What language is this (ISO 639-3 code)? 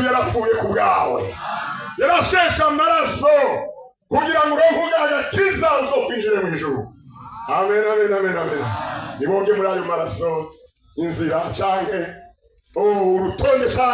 run